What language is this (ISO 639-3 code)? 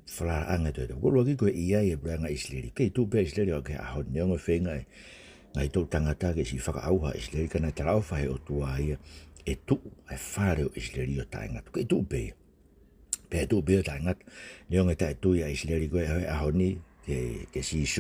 ton